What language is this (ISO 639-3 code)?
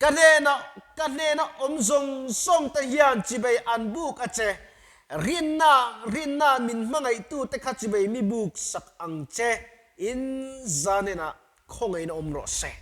lus